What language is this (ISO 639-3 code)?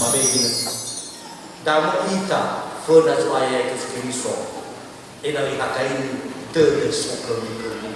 nia